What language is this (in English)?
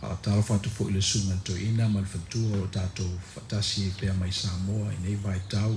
Samoan